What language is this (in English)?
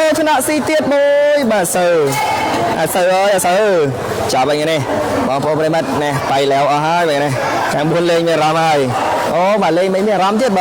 Khmer